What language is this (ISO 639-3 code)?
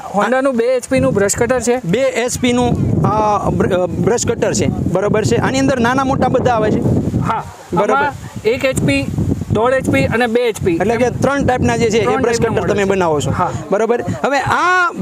guj